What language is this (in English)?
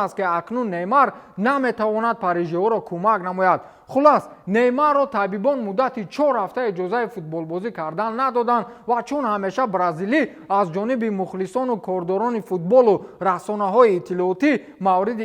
Tajik